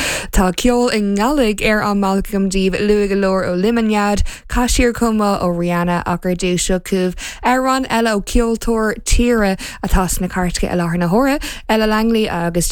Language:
Irish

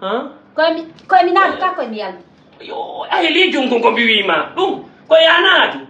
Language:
Fula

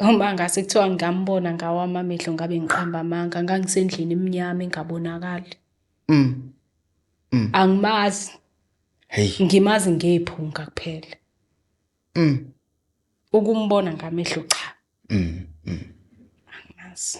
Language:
Zulu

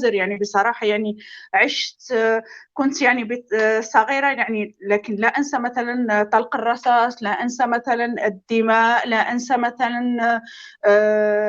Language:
North Levantine Arabic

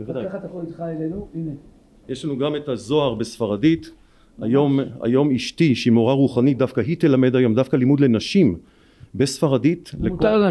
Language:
Hebrew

